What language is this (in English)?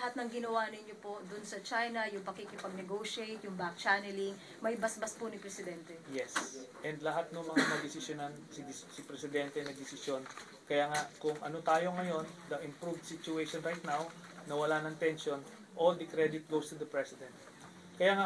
Filipino